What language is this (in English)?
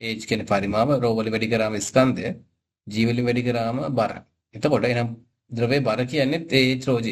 Sinhala